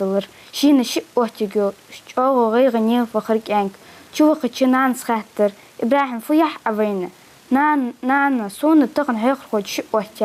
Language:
Ingush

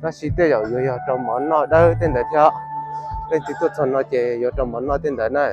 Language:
Hmong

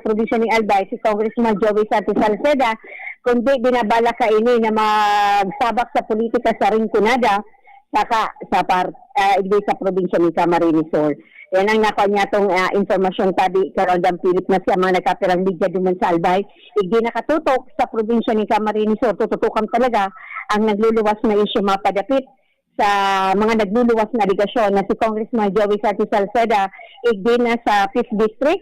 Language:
Bikol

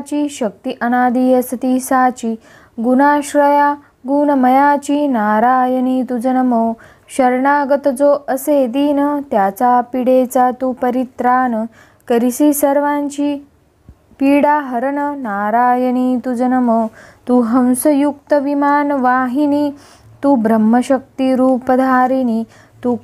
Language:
Marathi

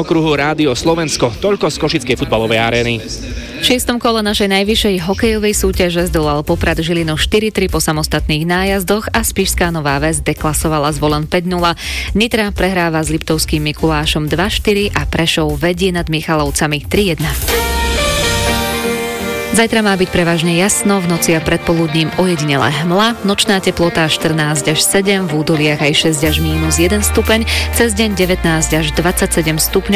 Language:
Slovak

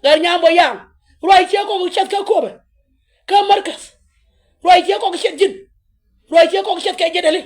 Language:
Nuer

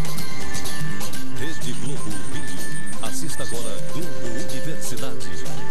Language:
Portuguese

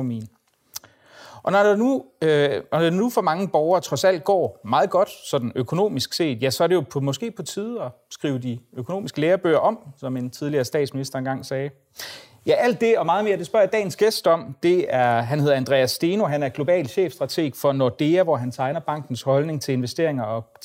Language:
Danish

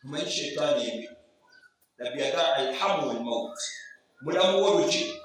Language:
Ganda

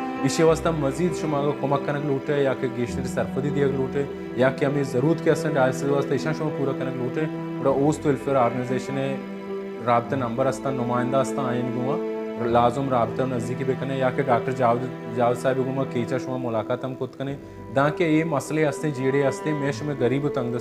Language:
Baluchi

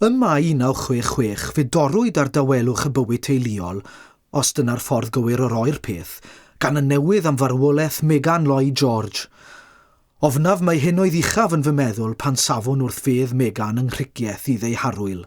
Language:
Welsh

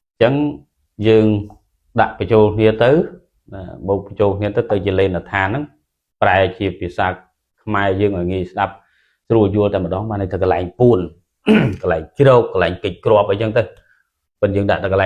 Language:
Khmer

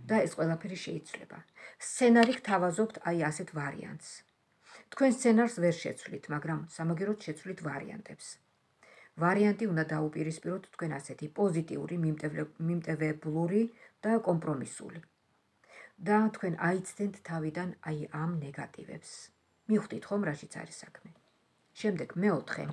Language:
Georgian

